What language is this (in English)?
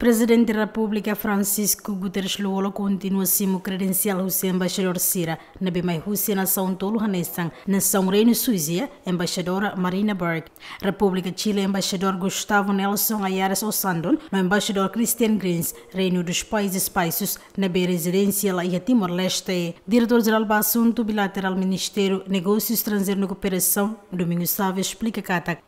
Tetum